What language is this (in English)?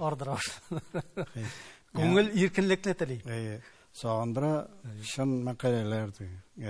Tatar